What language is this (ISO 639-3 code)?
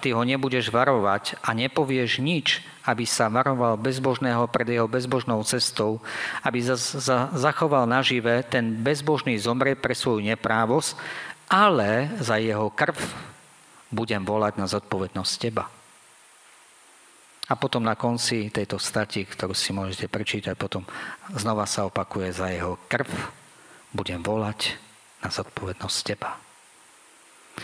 slk